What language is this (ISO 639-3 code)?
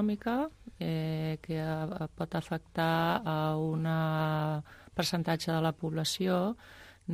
cat